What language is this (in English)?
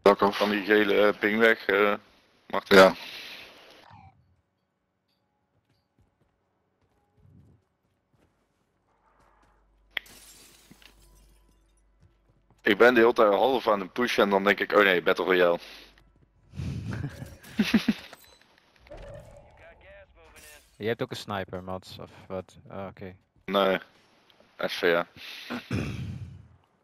Dutch